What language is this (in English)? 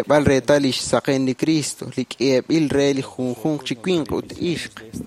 Kekchí